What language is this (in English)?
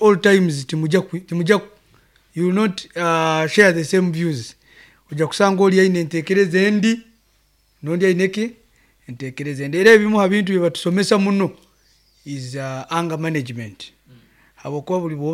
Nyankole